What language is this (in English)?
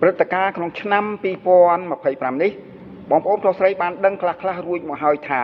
Khmer